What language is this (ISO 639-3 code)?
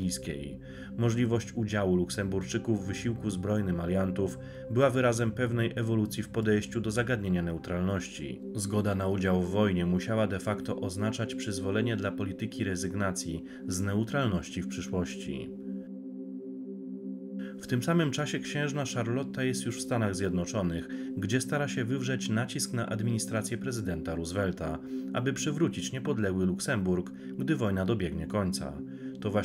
pol